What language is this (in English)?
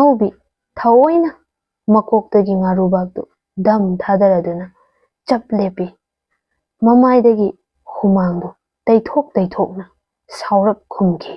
Manipuri